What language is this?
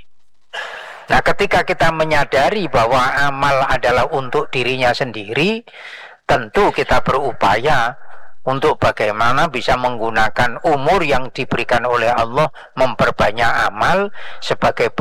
Indonesian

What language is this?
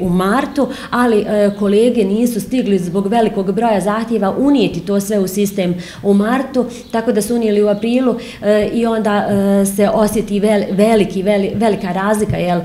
Bosnian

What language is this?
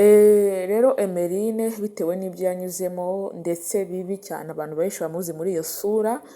Kinyarwanda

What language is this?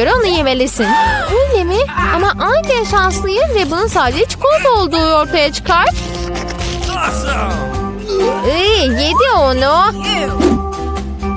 Turkish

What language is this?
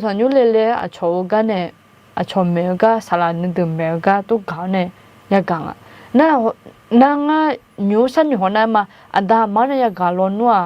Akha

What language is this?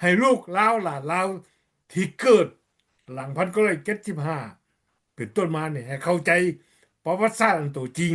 Lao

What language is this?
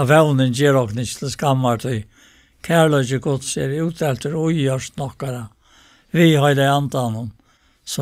Faroese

